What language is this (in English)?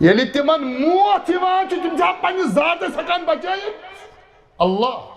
Kashmiri